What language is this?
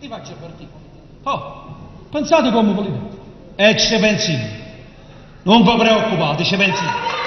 Neapolitan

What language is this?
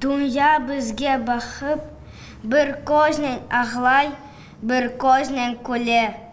Crimean Tatar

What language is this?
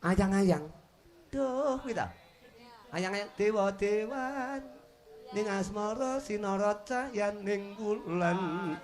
Javanese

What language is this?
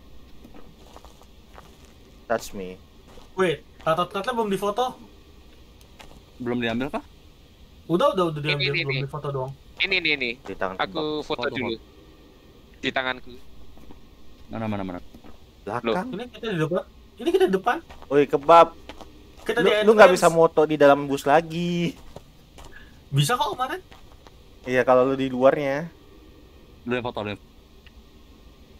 Indonesian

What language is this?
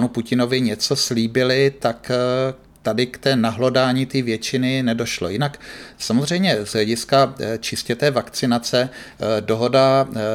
Czech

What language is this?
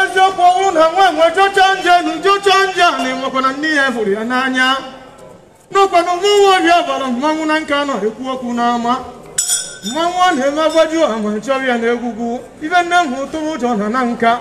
Igbo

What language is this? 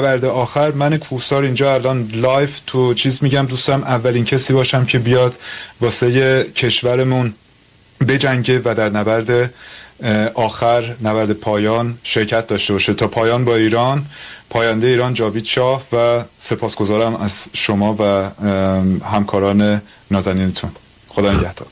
Persian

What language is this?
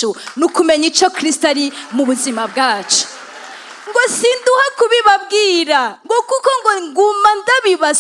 Rundi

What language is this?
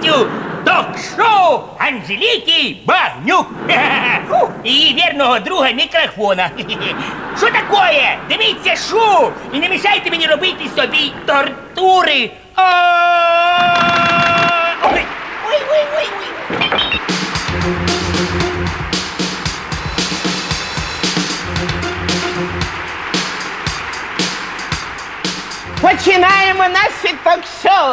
Ukrainian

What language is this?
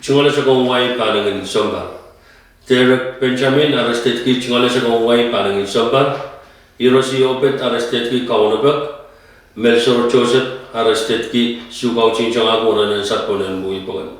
Pohnpeian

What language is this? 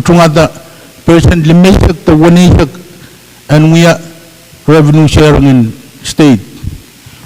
Pohnpeian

